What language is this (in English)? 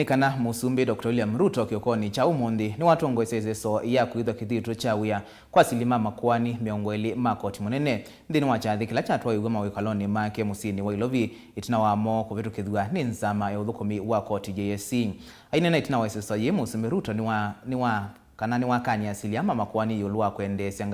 Kamba